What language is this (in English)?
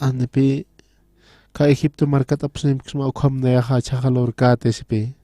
Aymara